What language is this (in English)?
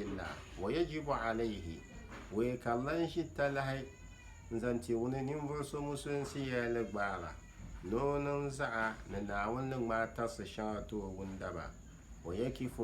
Dagbani